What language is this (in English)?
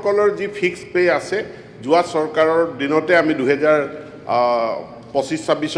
Assamese